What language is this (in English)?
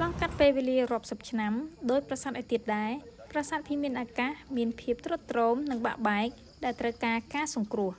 Khmer